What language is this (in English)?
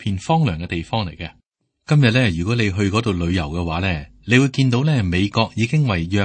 Cantonese